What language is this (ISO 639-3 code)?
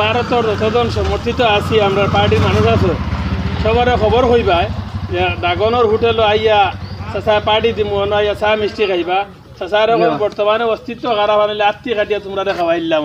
syl